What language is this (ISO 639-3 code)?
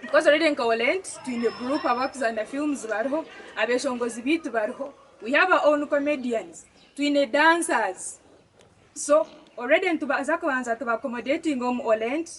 nyn